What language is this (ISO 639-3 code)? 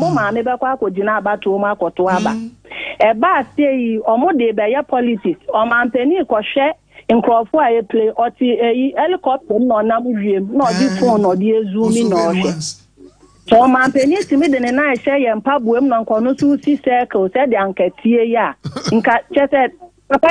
aka